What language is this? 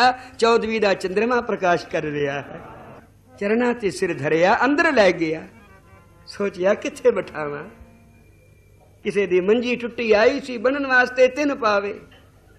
Punjabi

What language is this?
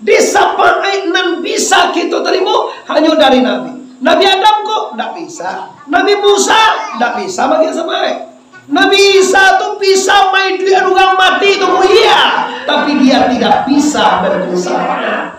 Minangkabau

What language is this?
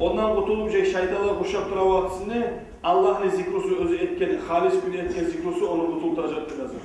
Kumyk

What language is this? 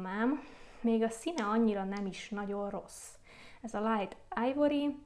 Hungarian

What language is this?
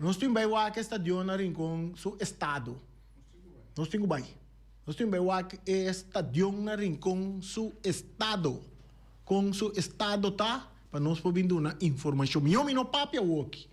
Papiamento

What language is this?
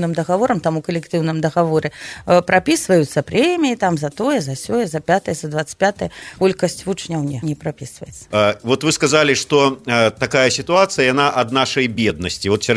Belarusian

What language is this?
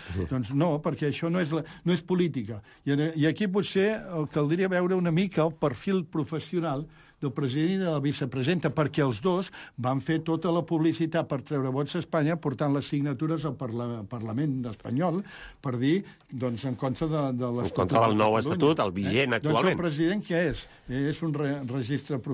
Catalan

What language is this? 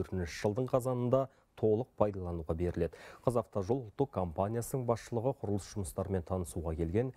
Kazakh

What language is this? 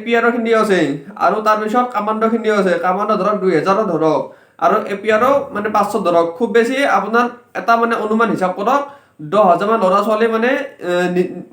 Assamese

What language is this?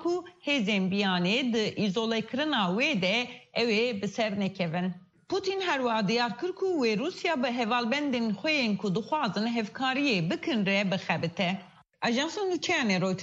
Kurdish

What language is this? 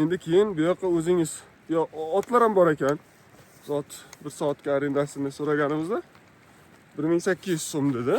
Uzbek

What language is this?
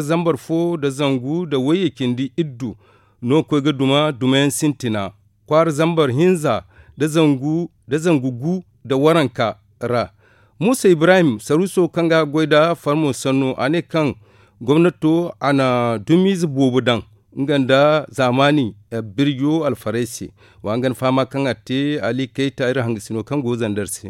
Zarma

